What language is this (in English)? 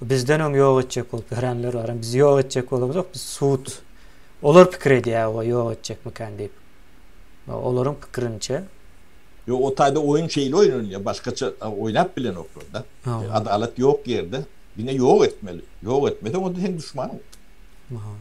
Turkmen